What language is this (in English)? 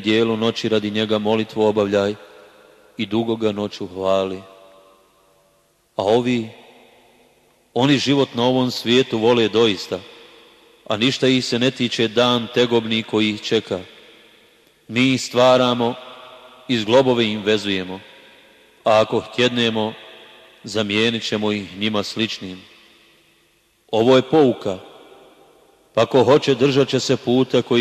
Bosnian